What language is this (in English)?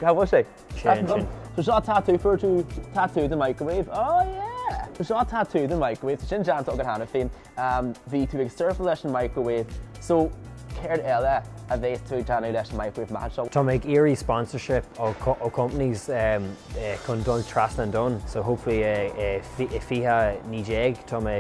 Irish